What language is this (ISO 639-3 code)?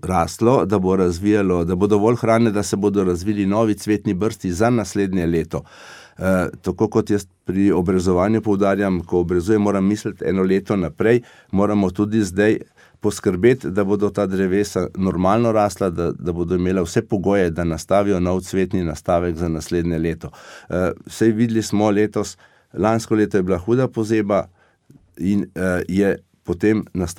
slv